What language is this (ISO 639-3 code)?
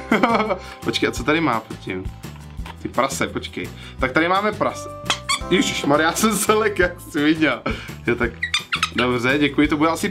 ces